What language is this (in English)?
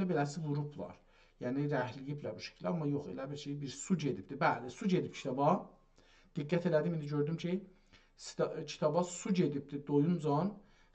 South Azerbaijani